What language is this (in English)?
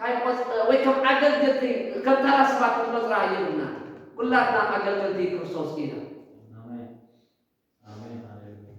Tigrinya